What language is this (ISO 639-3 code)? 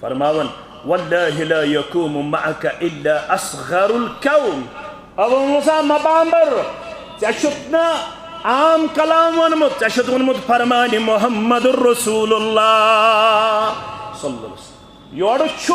kas